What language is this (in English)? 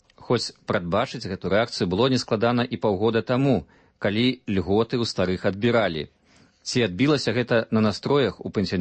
Belarusian